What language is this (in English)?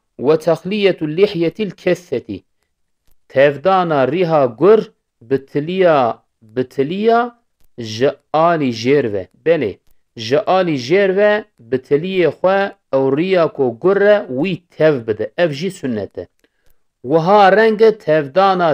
Kurdish